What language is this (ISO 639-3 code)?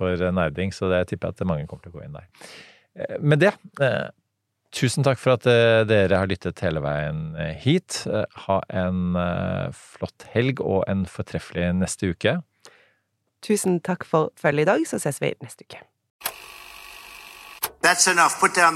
nor